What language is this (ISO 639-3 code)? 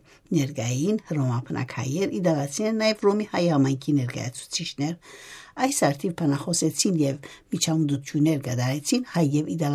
hye